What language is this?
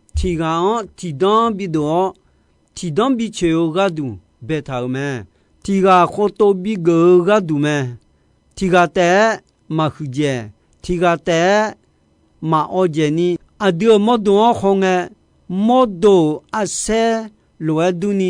Akha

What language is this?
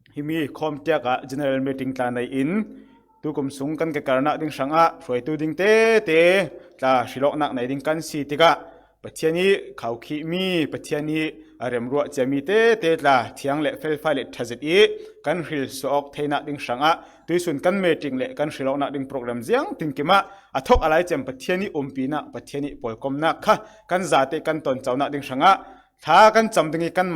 Falam Chin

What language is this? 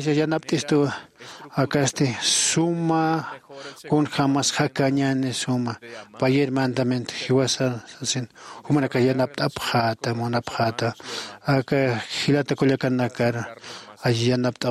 Aymara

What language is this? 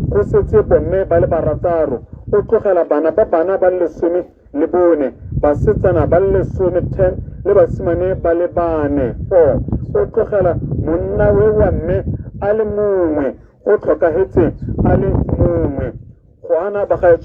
Tswana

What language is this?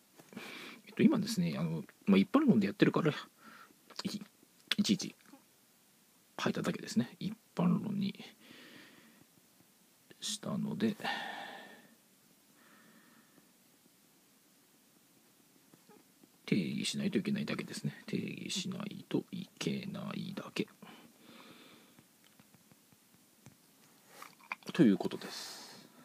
Japanese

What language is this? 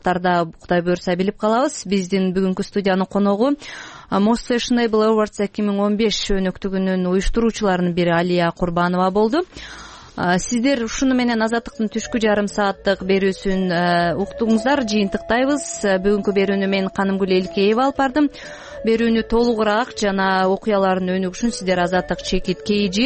Kyrgyz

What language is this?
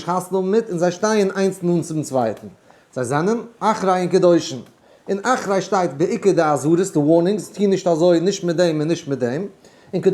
Yiddish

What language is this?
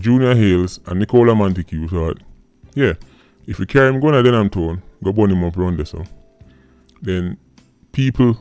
Jamaican Creole English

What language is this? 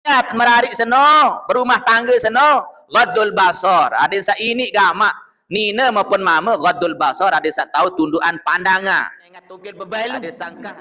Sasak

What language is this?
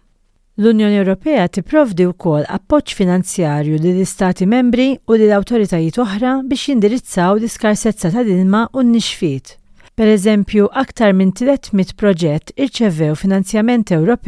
Maltese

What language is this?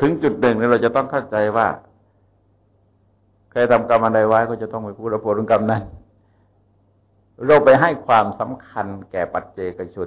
Thai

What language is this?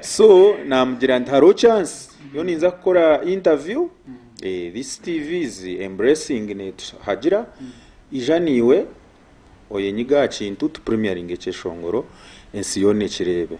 Nyankole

